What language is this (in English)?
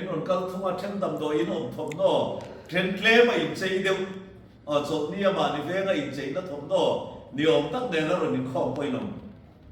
Mizo